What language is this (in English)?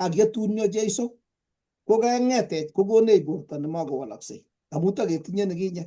Kalenjin